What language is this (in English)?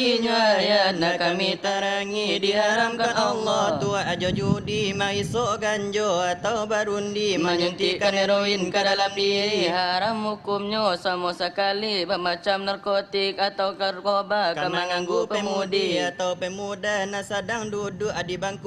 Minangkabau